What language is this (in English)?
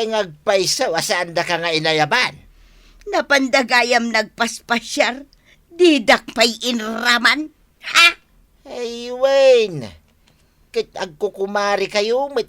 Iloko